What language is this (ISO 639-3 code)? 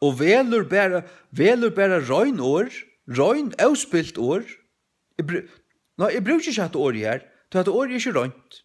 fao